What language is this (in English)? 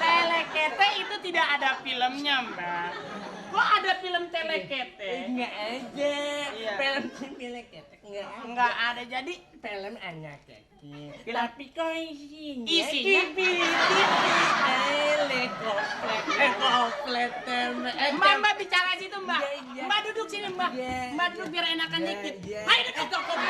Betawi